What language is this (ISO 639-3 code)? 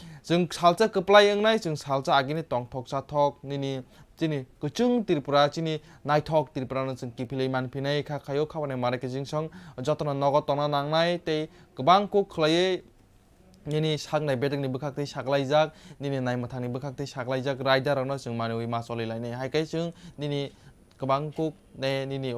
trp